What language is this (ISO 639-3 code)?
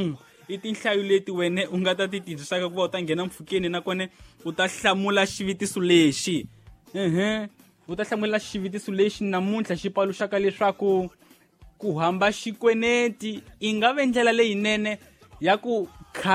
tso